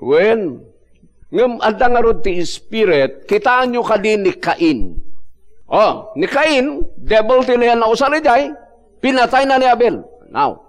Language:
Iloko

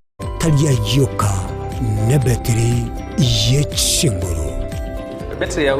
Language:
Gusii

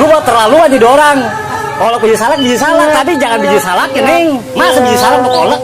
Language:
Betawi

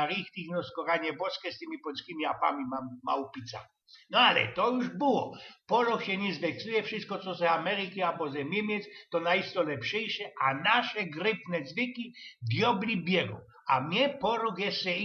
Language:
Silesian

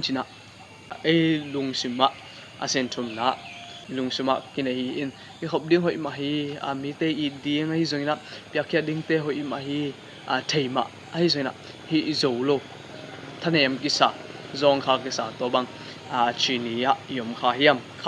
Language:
Tedim Chin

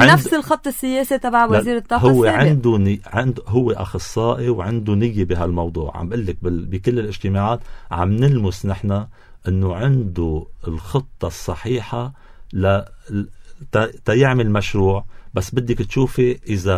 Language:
North Levantine Arabic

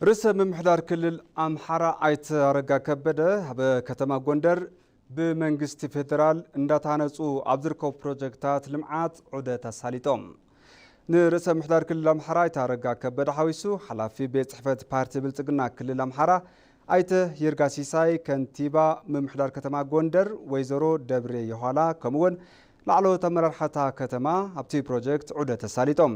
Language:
Tigrinya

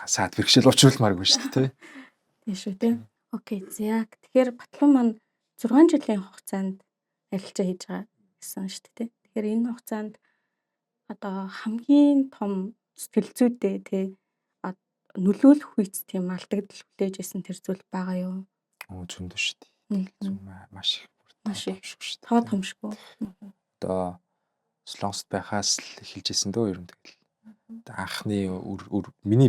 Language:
Mongolian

